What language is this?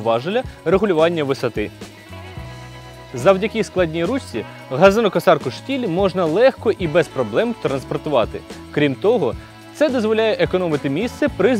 Ukrainian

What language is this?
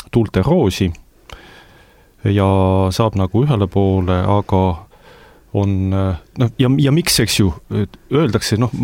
Estonian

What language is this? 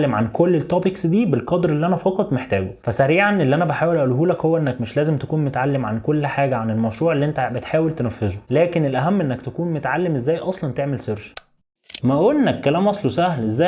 Egyptian Arabic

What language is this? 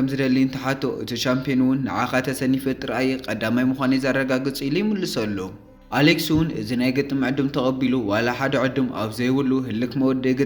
Tigrinya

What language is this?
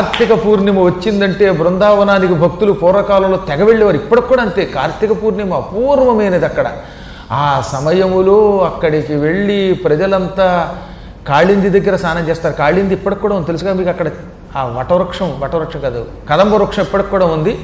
Telugu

